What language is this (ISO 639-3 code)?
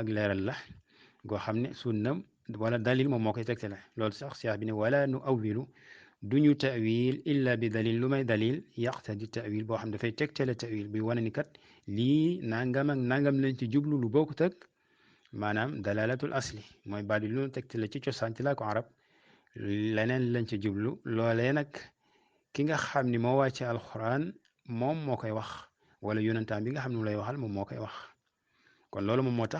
wol